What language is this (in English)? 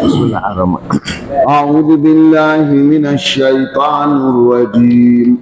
Hausa